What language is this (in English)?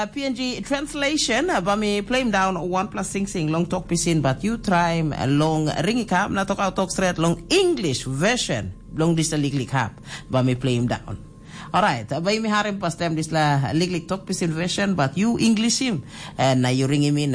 Tok Pisin